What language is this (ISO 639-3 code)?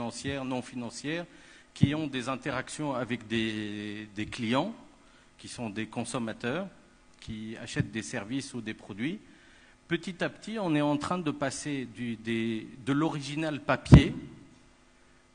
fra